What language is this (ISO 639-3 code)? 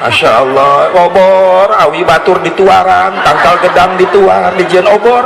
sun